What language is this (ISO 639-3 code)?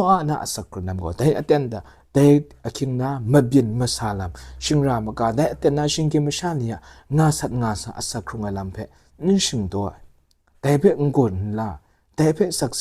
kac